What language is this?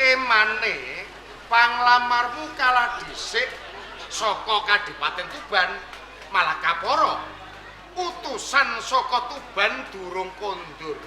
Javanese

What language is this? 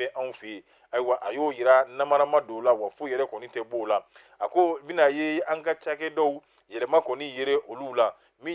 Bambara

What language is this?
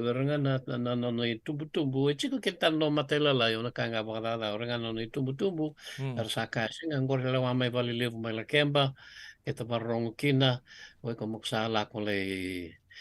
Fijian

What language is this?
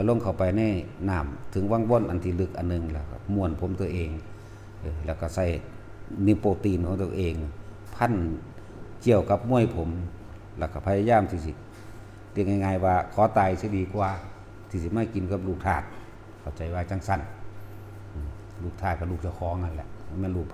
Northeastern Thai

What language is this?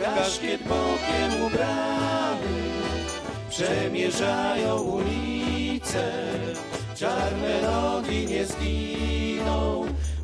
Polish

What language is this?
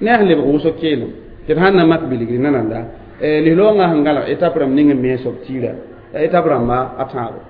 Mossi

